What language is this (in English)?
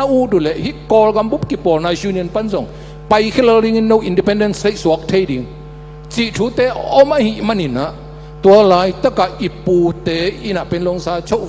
Tedim Chin